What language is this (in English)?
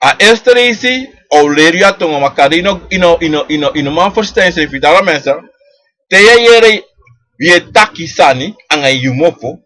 Sranan Tongo